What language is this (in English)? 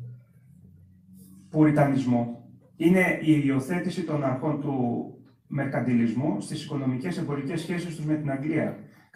Greek